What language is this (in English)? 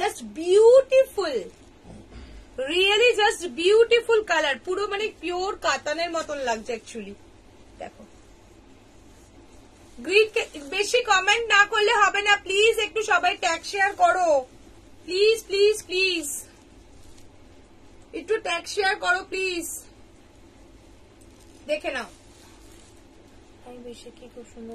Bangla